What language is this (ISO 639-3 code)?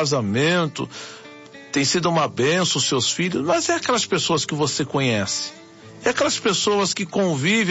por